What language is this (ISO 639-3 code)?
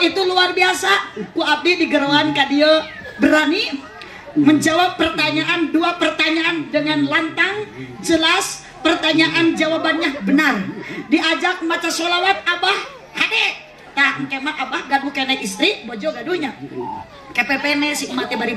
sun